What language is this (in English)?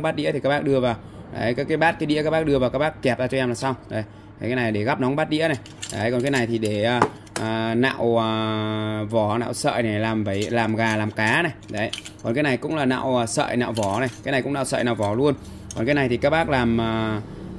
Vietnamese